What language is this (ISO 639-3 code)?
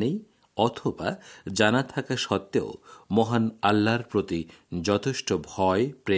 ben